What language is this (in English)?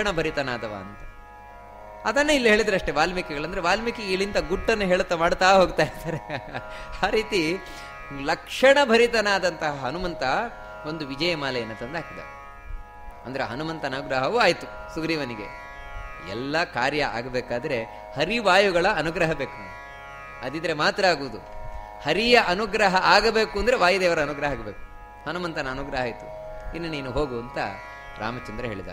Kannada